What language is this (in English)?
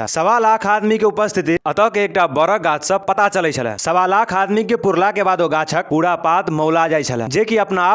Maithili